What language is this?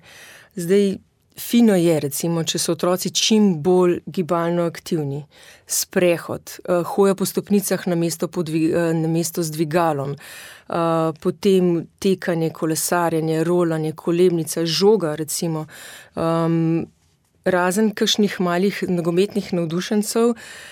Slovenian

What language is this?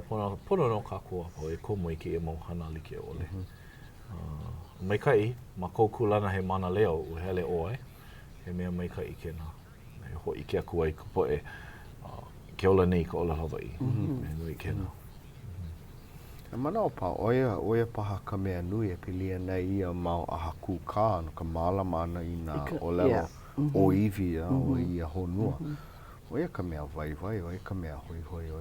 Hawaiian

